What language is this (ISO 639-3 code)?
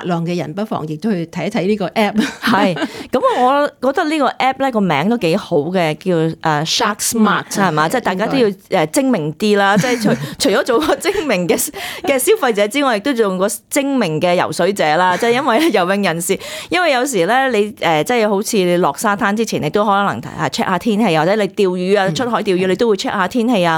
yue